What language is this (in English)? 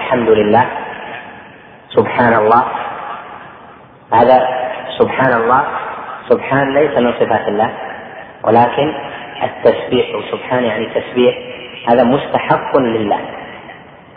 Arabic